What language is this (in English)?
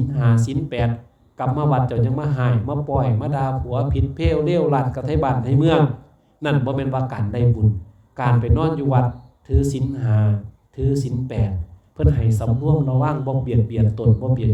Lao